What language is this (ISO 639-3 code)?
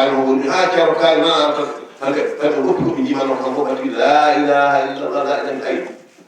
ful